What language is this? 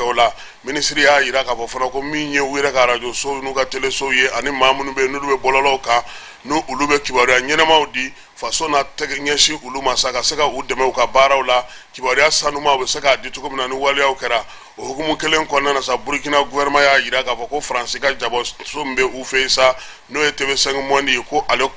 Bambara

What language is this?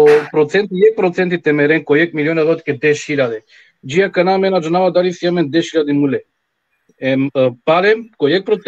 Balkan Romani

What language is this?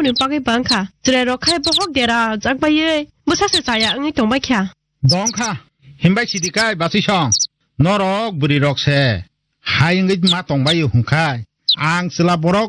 Kok Borok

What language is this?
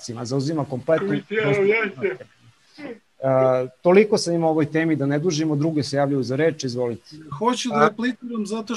Serbian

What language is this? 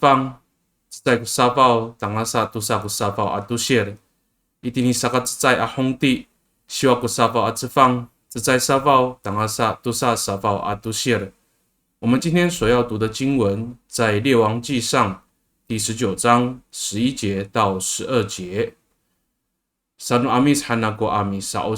Amis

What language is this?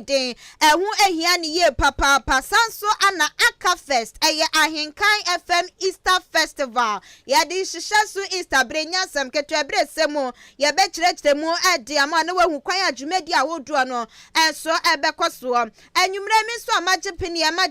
Akan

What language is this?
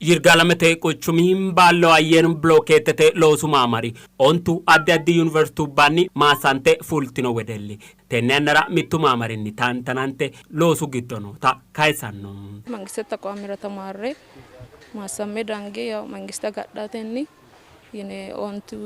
Sidamo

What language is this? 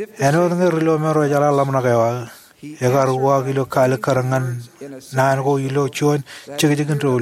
Marshallese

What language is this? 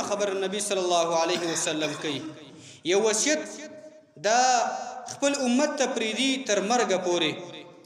Pashto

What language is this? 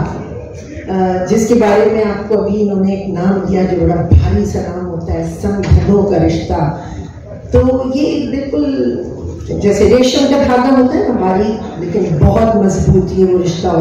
Hindi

